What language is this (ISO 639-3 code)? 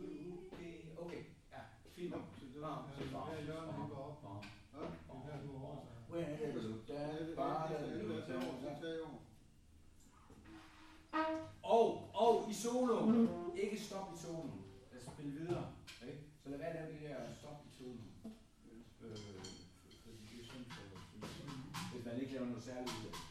dan